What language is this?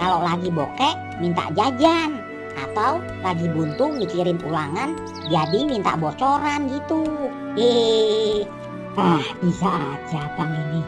Betawi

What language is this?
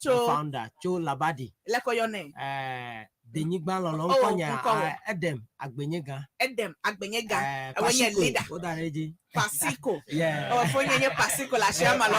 Ewe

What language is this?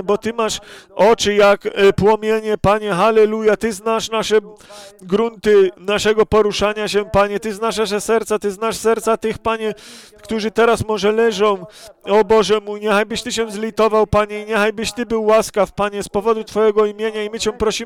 Polish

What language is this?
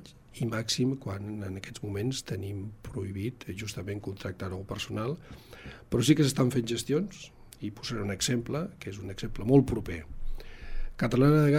Catalan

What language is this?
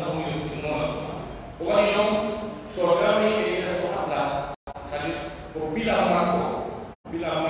Pular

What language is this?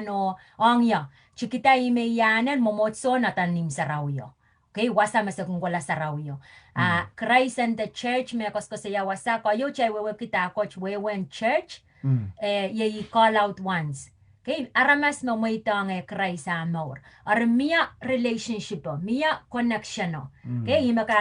Pohnpeian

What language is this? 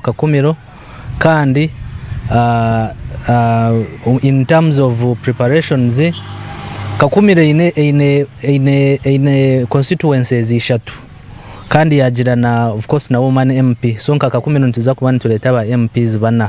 Nyankole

